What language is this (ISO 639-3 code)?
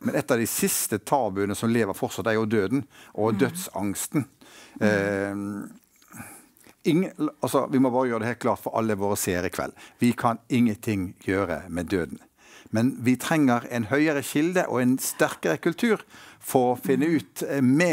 nor